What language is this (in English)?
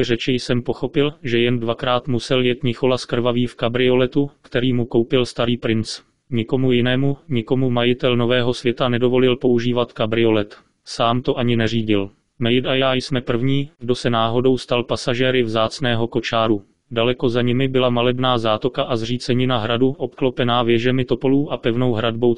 Czech